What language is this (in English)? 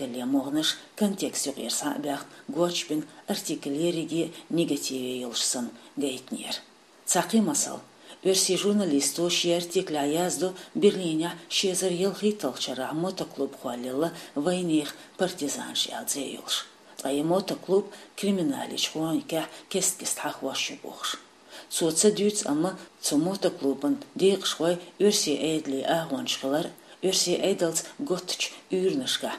Chechen